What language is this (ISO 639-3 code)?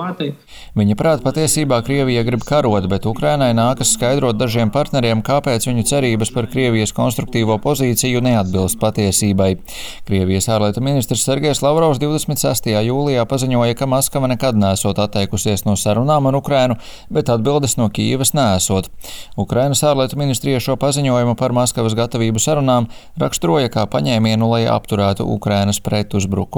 lav